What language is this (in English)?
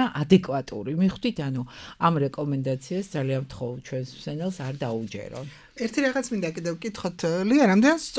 Georgian